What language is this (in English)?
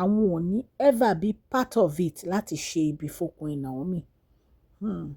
Yoruba